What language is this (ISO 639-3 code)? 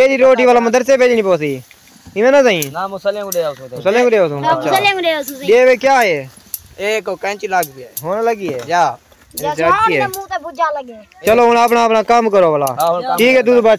skr